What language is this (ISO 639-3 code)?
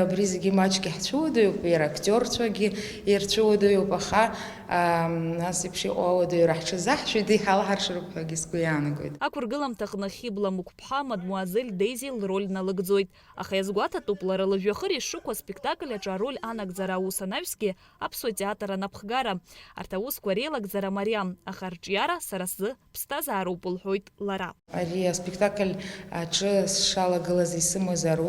abk